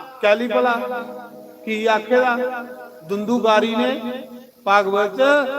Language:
Dogri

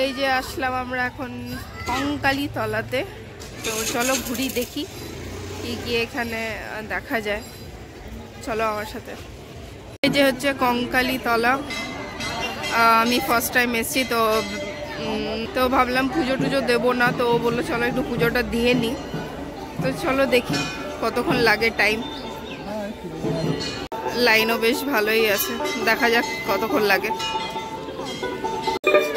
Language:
Bangla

